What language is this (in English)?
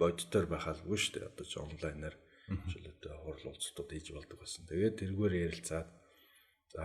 Mongolian